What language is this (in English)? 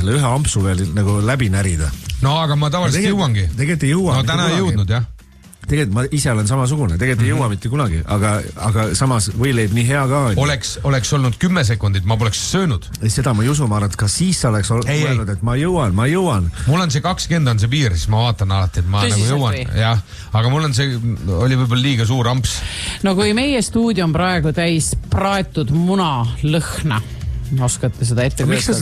Estonian